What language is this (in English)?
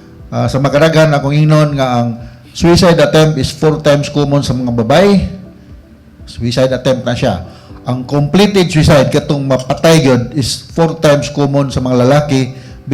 Cebuano